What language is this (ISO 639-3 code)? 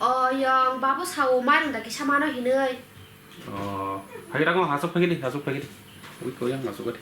trp